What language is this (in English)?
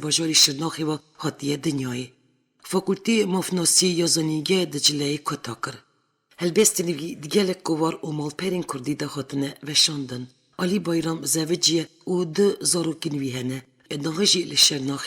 Kurdish